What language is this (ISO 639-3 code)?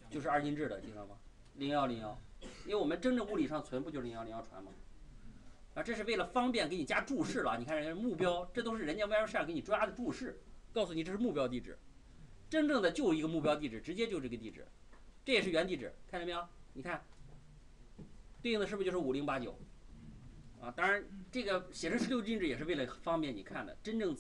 zho